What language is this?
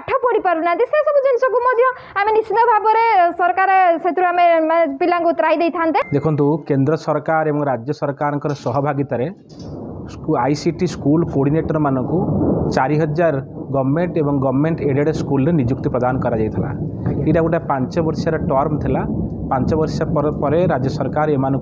Odia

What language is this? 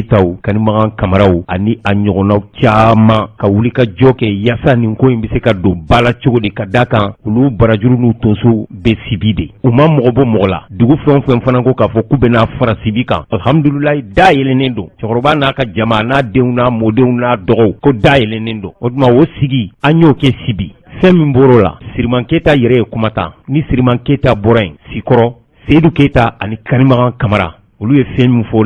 Bambara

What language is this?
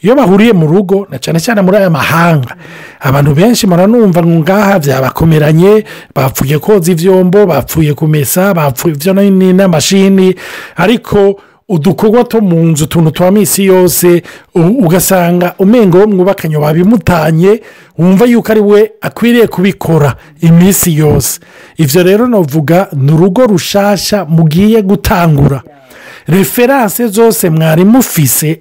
Rundi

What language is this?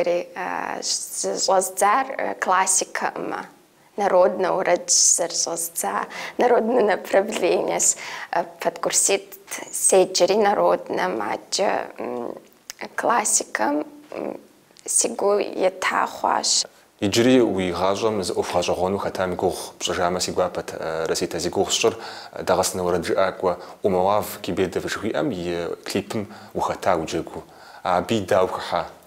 Kabardian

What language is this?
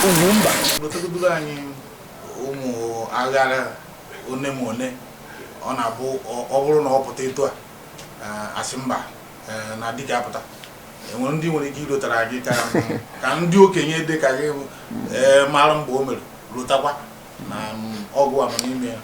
Igbo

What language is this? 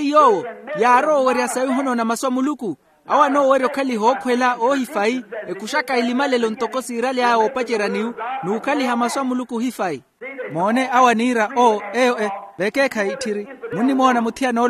Makhuwa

